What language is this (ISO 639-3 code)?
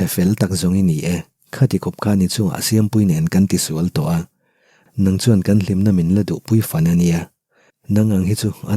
lus